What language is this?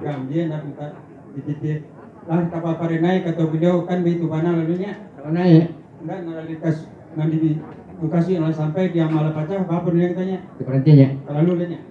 Minangkabau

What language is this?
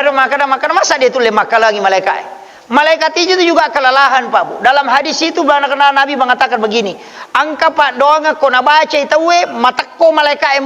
Buginese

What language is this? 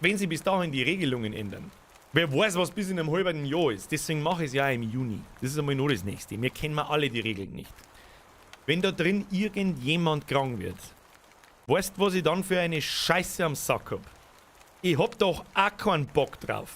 Bavarian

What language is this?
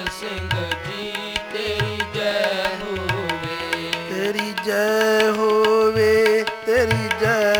Punjabi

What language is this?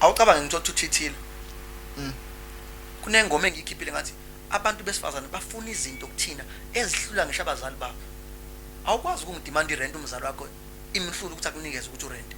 Zulu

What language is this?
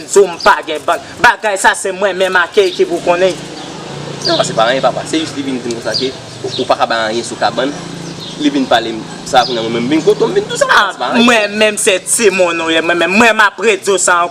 Haitian Creole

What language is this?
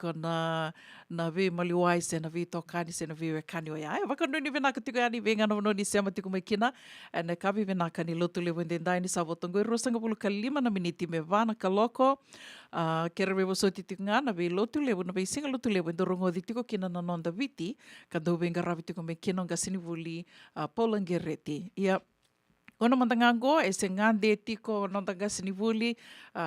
Fijian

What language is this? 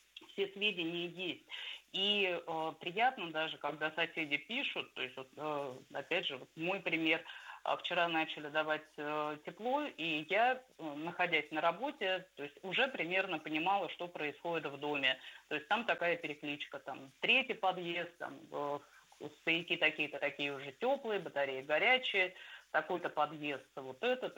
Russian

